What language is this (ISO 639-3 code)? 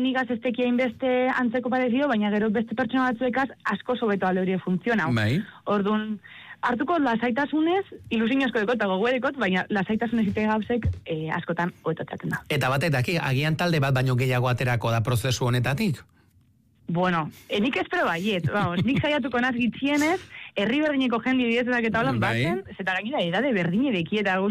eus